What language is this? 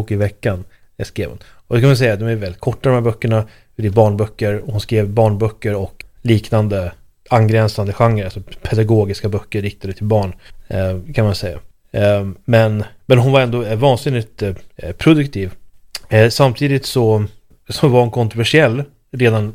Swedish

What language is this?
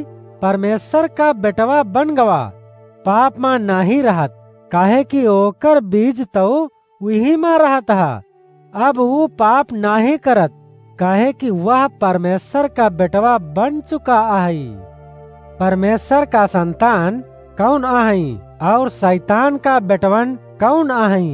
Awadhi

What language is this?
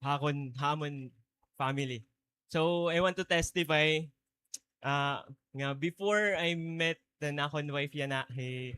Waray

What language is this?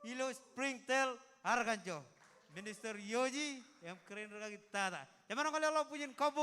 Marshallese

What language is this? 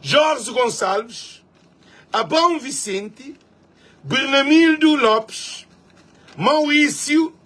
Kabuverdianu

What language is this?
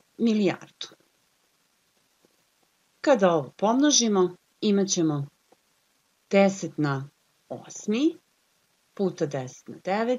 Serbian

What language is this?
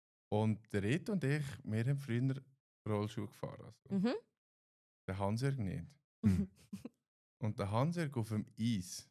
Swiss German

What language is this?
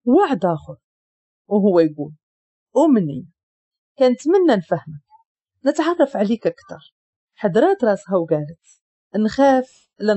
Moroccan Arabic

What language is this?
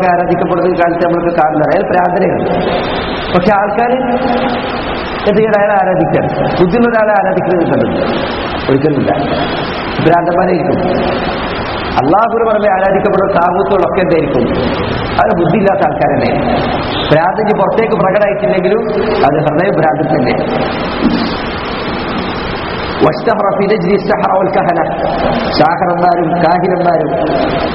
Malayalam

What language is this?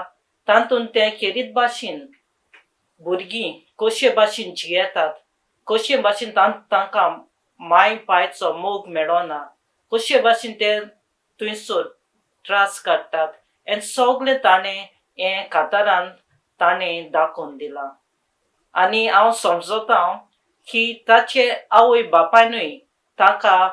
Konkani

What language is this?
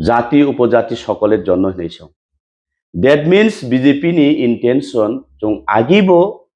Kok Borok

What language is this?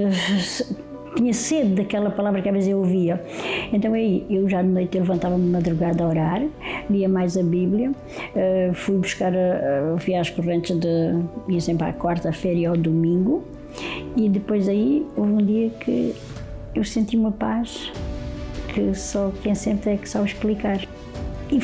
Portuguese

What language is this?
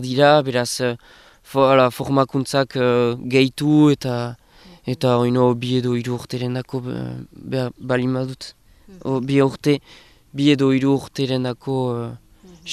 Basque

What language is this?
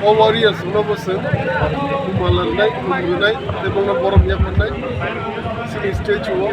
Kok Borok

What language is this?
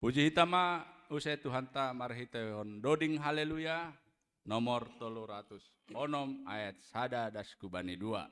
Batak Simalungun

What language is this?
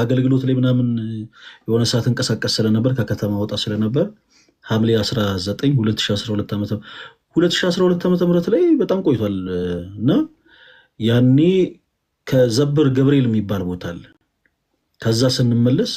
Amharic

